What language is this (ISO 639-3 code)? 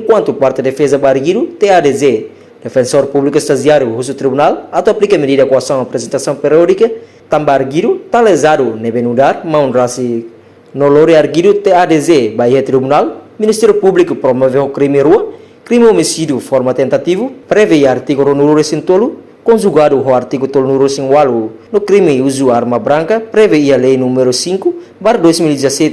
tet